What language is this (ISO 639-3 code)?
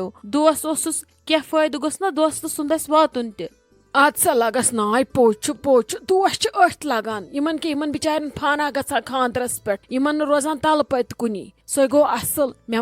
kas